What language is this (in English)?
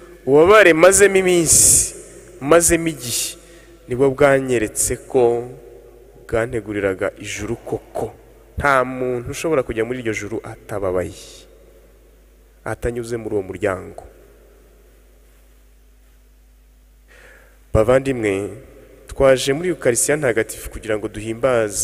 Kinyarwanda